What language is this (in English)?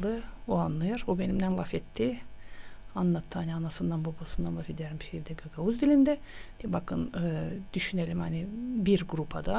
Gagauz